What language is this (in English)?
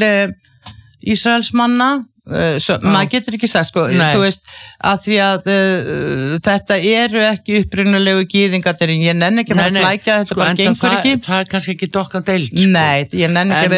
Icelandic